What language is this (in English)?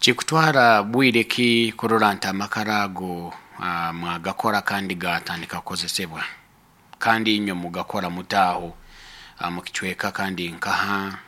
Nyoro